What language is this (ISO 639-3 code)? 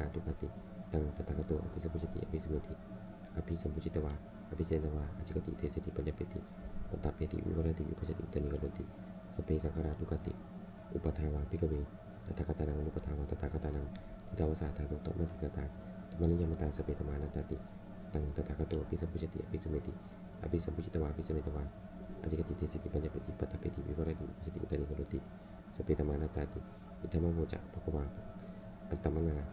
pli